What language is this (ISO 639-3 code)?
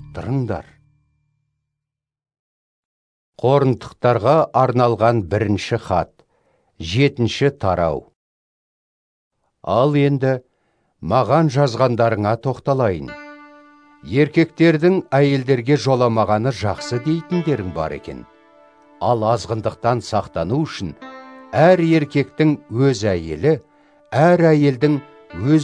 kaz